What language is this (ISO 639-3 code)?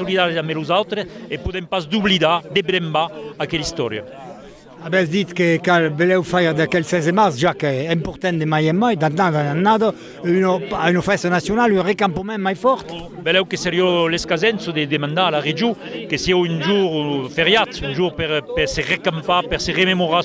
oci